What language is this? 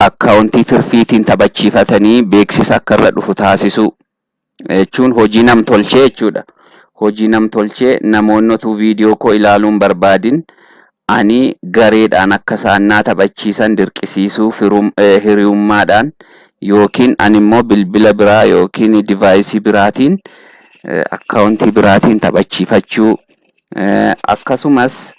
Oromo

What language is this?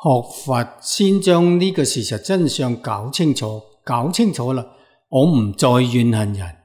Cantonese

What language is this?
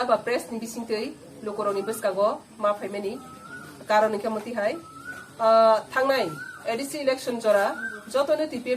Kok Borok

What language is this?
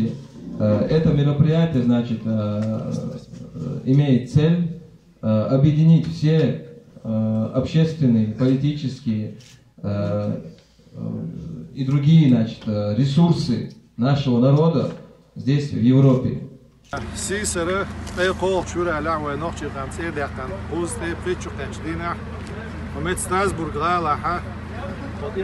Chechen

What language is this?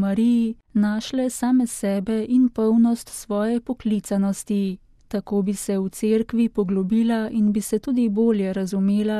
Slovenian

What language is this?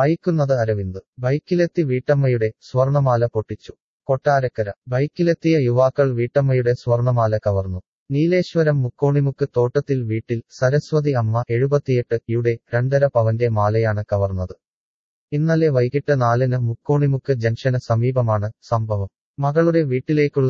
Malayalam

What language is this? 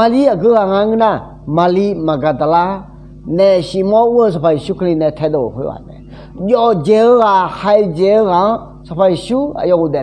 Akha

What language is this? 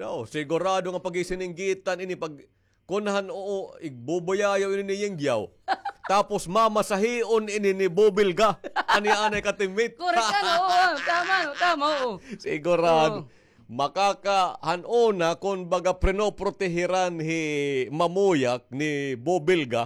Waray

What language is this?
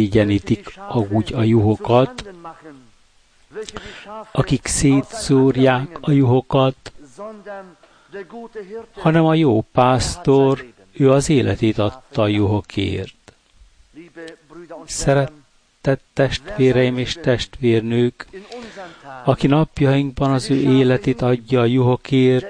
Hungarian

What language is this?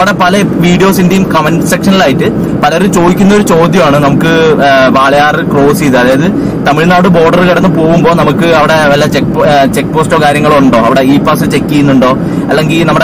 Malayalam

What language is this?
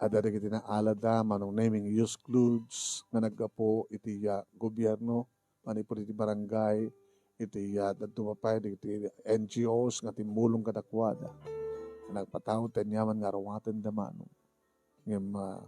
Iloko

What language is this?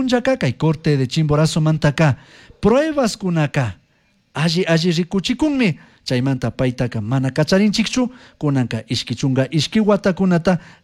Chimborazo Highland Quichua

